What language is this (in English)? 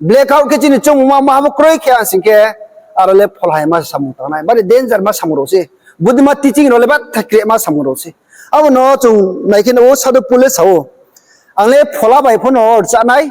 Riang (India)